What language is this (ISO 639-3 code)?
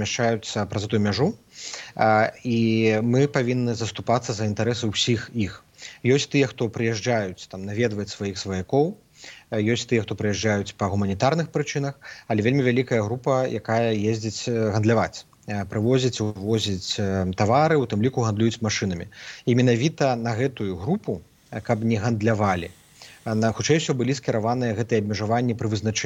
bel